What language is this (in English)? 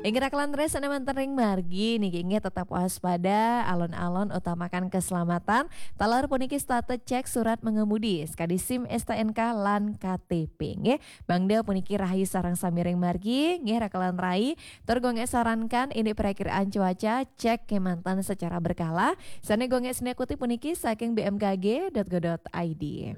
Balinese